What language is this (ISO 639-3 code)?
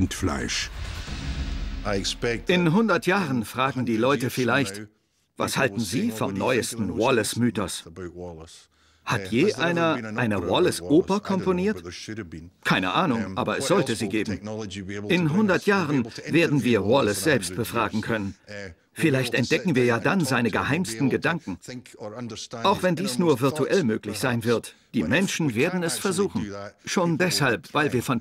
deu